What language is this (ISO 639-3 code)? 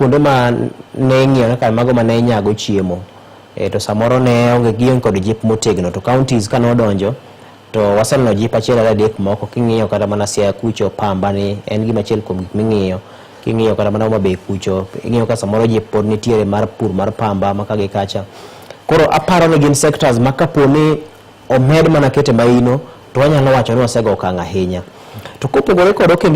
luo